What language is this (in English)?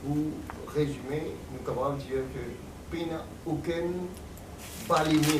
Morisyen